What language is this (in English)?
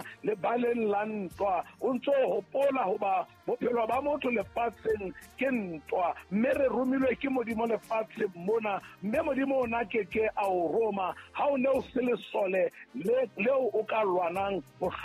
Southern Sotho